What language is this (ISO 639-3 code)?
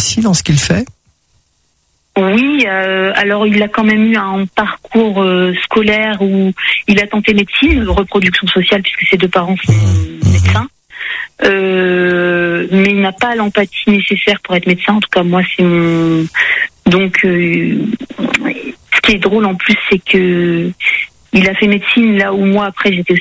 fra